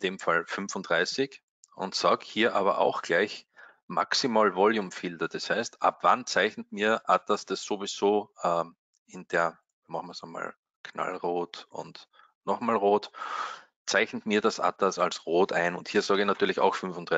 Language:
German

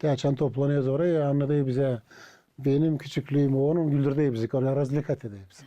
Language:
Gagauz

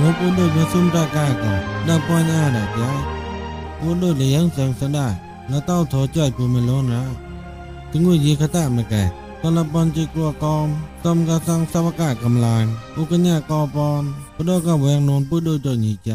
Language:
Mon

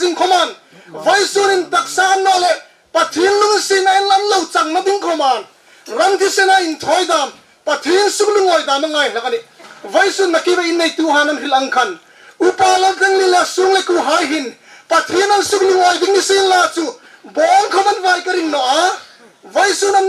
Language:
Hmar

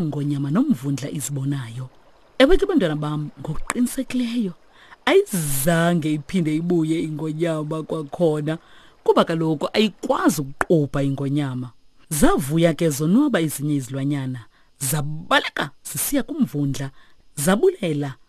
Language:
Xhosa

